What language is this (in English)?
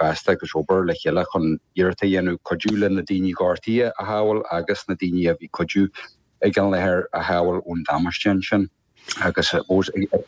Irish